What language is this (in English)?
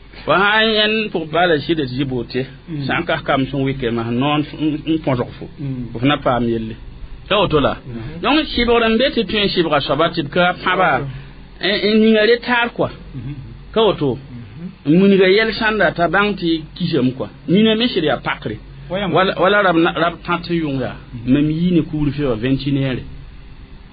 Mossi